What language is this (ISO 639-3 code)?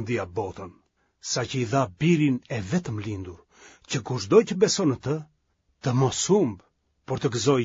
sqi